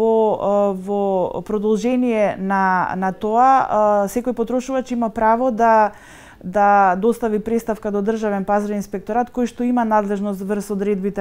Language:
Macedonian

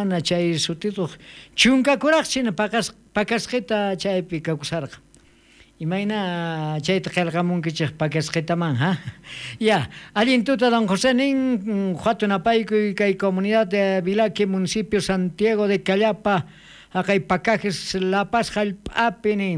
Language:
South Bolivian Quechua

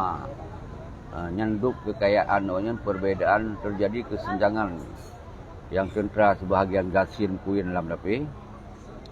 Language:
Achinese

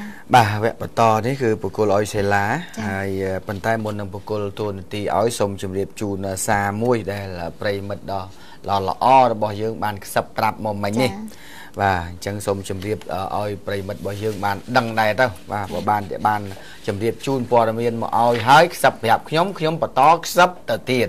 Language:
Khmer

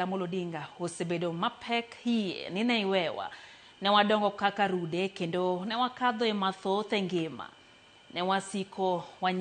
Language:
Luo (Kenya and Tanzania)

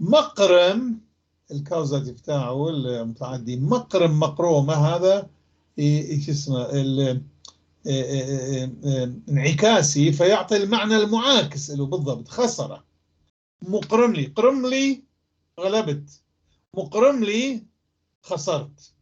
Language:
North Levantine Arabic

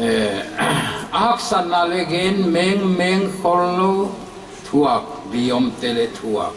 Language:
Paite Chin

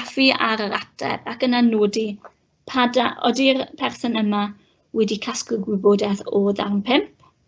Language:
Welsh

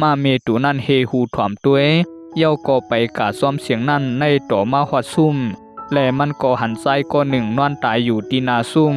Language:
Shan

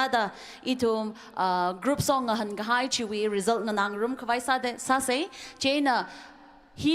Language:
Tangkhul Naga (India)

